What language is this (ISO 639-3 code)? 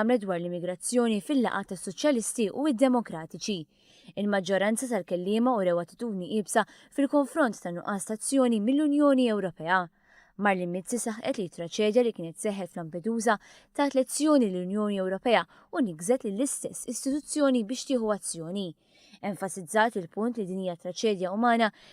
mlt